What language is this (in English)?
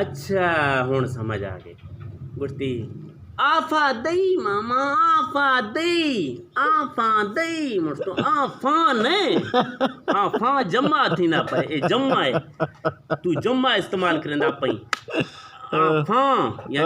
Eastern Balochi